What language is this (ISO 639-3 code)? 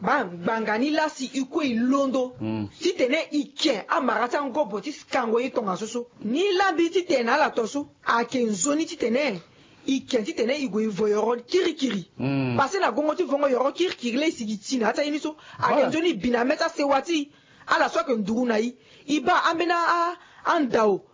sag